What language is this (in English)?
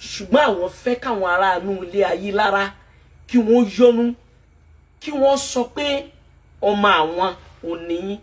Yoruba